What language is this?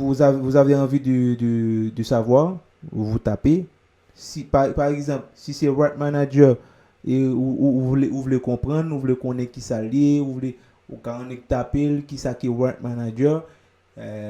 Haitian Creole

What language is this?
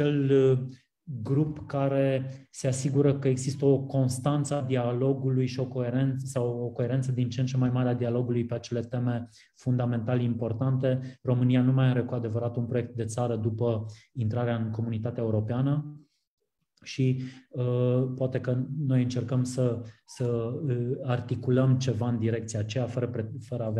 Romanian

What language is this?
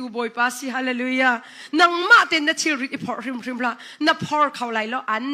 Hakha Chin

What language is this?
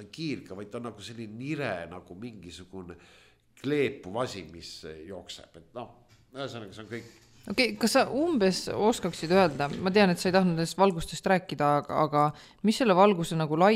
Estonian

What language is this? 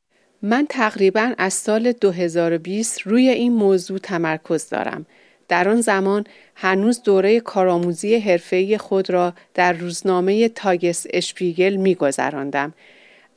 Persian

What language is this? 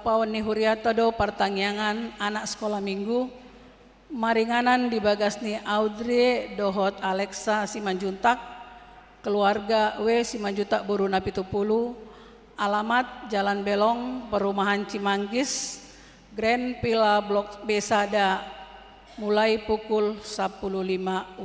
Batak Toba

